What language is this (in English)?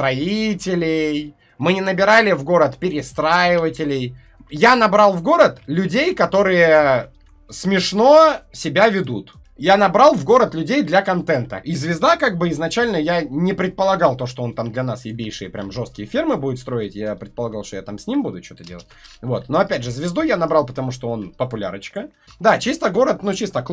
Russian